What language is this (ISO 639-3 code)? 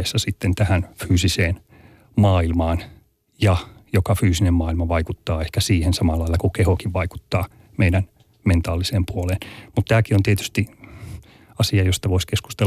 fin